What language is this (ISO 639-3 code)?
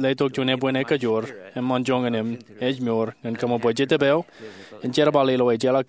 mah